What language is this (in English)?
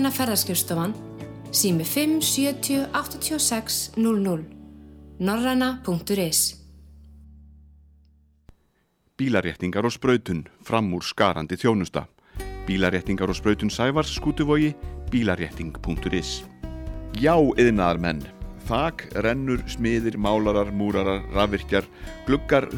Icelandic